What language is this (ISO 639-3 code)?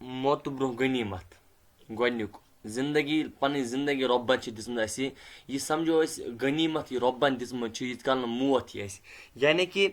kas